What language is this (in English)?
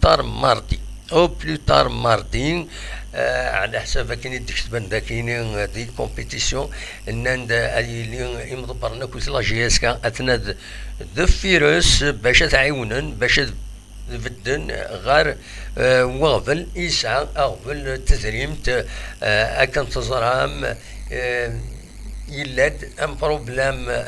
Kabyle